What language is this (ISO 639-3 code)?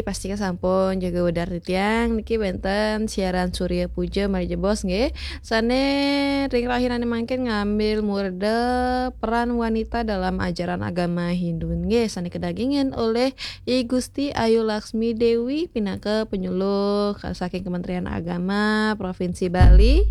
ban